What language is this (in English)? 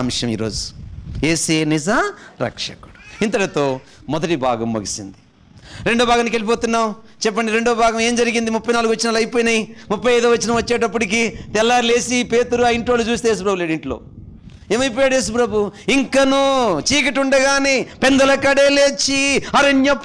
Telugu